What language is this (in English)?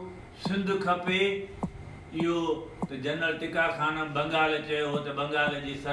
Sindhi